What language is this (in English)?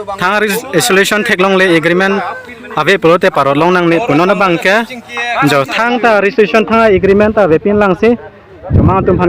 Karbi